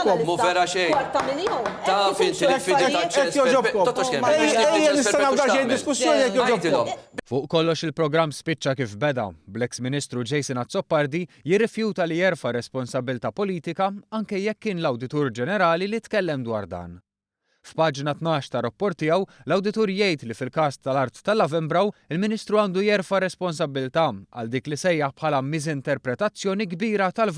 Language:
Maltese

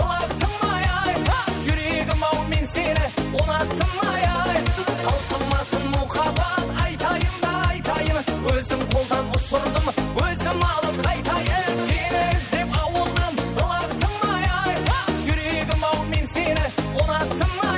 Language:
Kara-Kalpak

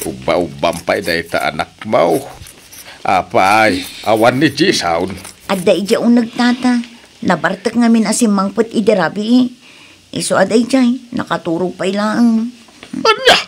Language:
Iloko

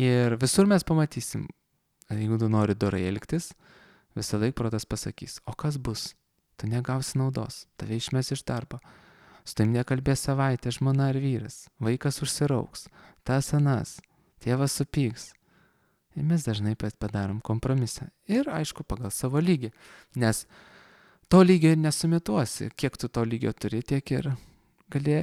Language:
Lithuanian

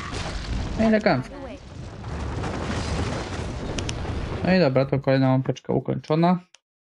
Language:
Polish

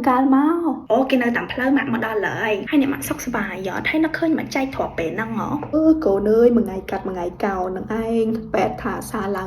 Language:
Khmer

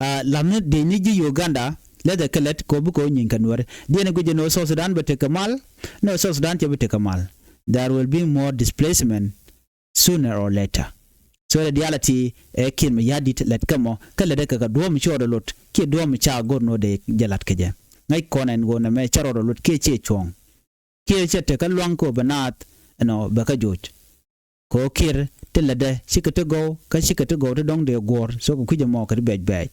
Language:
Nuer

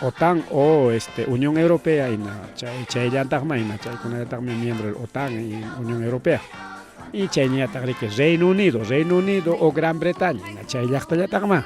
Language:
Ayacucho Quechua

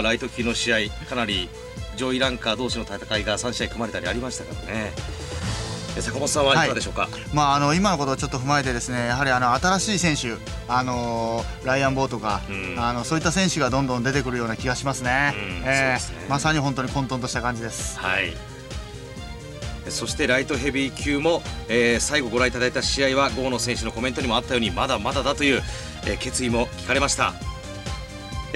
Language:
Japanese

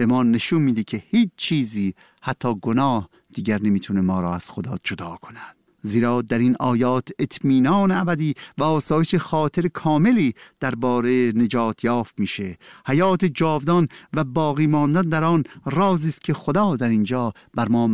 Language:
Persian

